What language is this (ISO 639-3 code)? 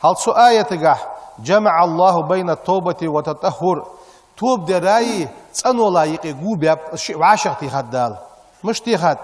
inh